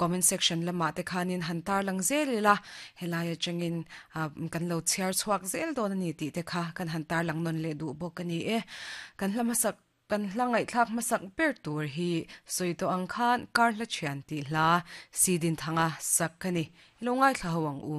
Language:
Mizo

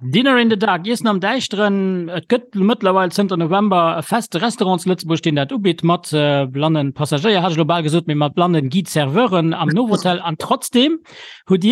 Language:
Luxembourgish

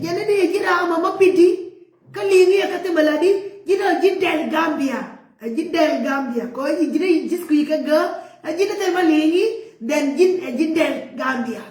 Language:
Nuer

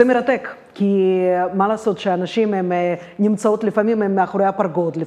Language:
Hebrew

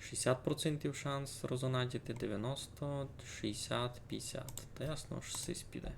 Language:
Rusyn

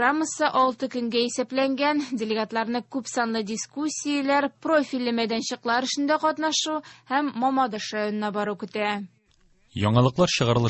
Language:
Tatar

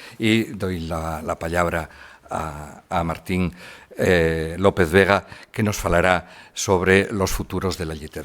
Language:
Asturian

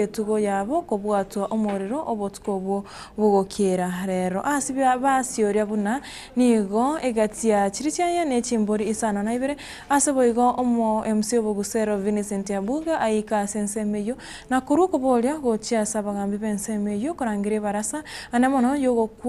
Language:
Gusii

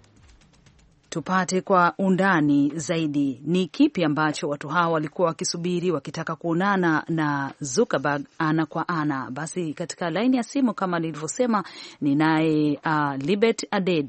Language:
Swahili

